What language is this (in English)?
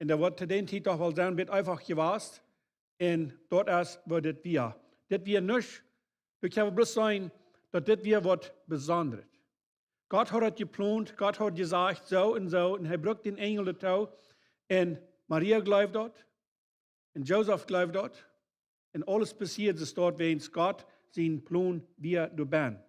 Plautdietsch